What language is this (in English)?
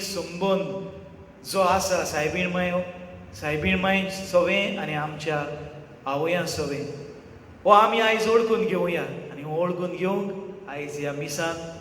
Konkani